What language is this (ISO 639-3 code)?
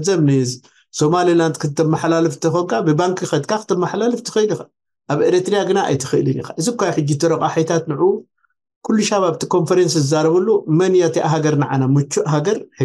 tir